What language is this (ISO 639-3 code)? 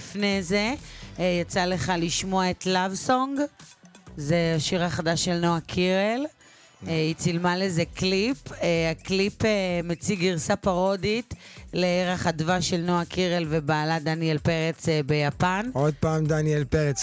heb